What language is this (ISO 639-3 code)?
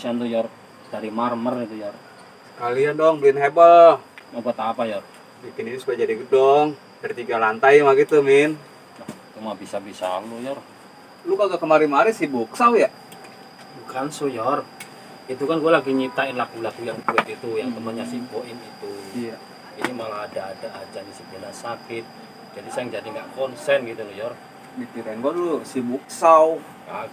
bew